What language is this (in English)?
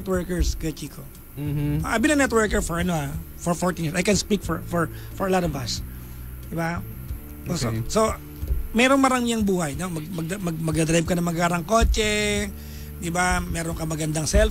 Filipino